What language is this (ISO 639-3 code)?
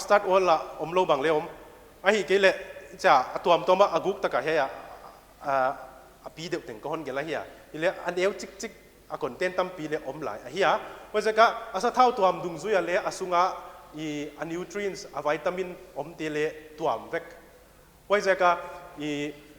pck